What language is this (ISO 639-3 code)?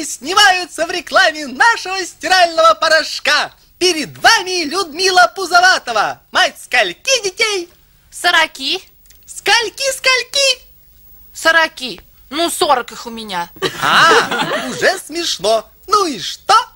rus